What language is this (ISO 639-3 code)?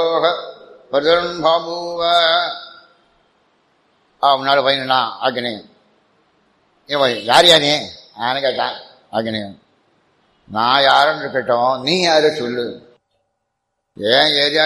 tam